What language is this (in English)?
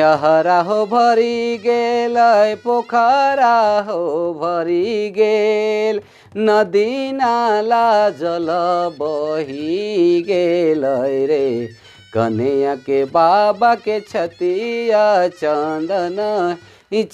Sadri